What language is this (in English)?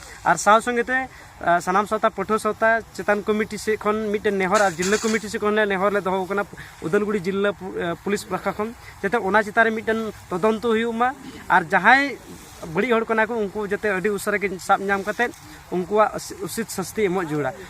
Santali